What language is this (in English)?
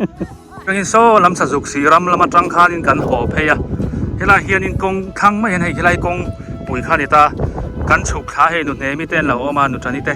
Biete